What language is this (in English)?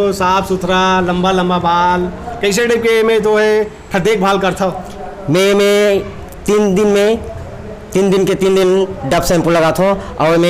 Chhattisgarhi